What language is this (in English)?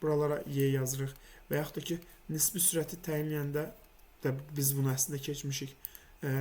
Azerbaijani